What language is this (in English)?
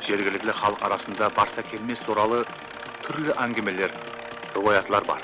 Kara-Kalpak